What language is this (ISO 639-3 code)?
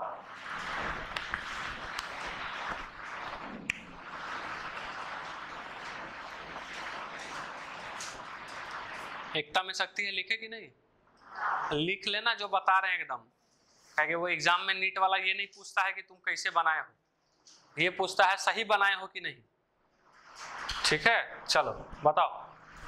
hin